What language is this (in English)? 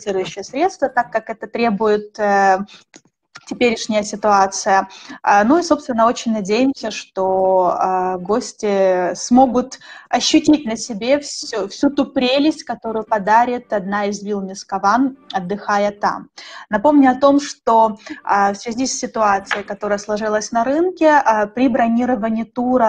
Russian